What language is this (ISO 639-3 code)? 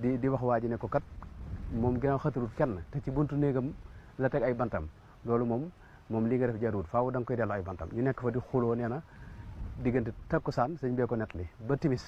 wol